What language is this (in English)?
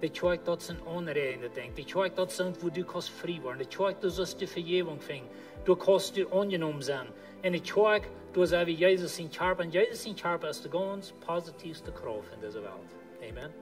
Plautdietsch